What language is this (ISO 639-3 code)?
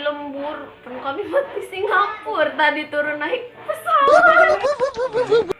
sun